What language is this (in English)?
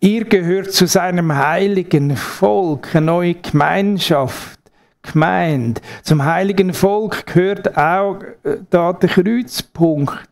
Swiss German